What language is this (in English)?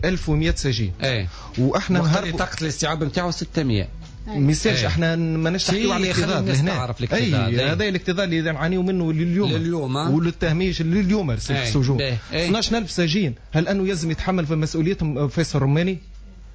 Tunisian Arabic